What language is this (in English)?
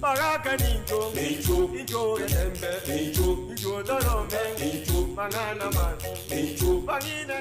Gusii